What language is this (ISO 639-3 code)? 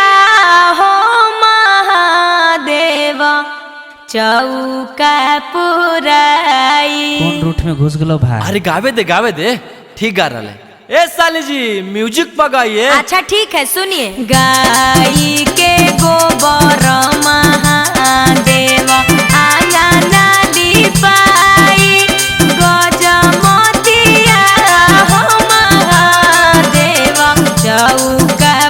mag